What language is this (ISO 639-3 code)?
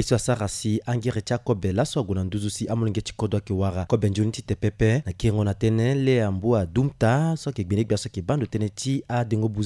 sag